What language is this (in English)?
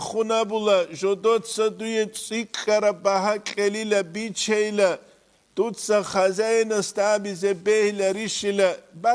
Avaric